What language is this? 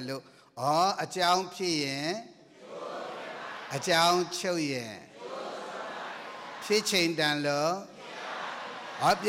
Burmese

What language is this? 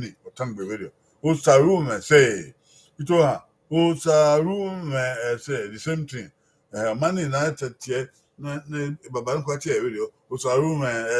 Bini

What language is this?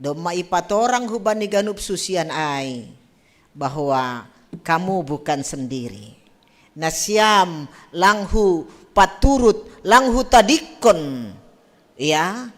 Batak Simalungun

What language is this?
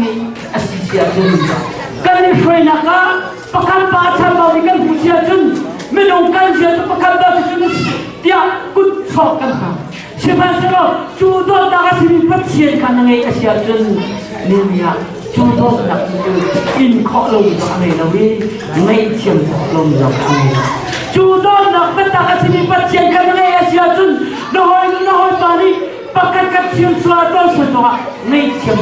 Hakha Chin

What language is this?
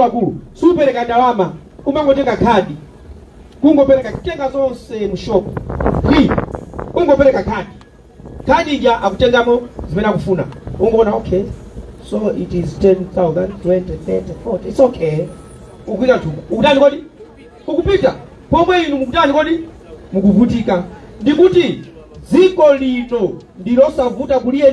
Nyanja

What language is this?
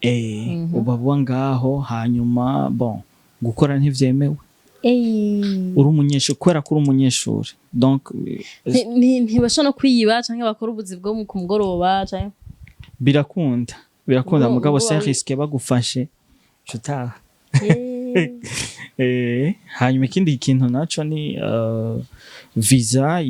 Rundi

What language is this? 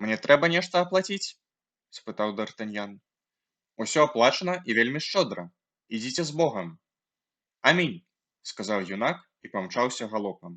Belarusian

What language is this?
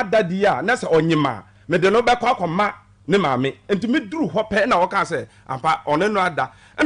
Akan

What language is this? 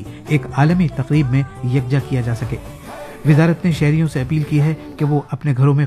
Urdu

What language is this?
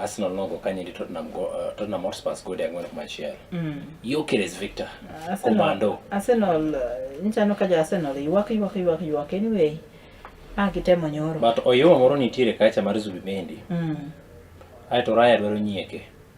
Luo (Kenya and Tanzania)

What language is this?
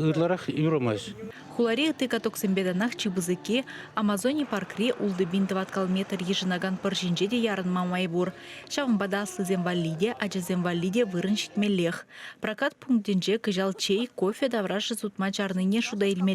Chuvash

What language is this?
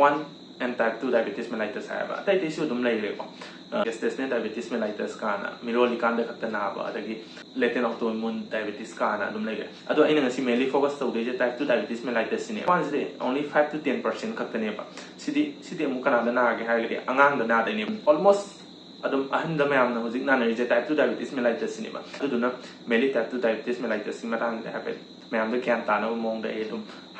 Manipuri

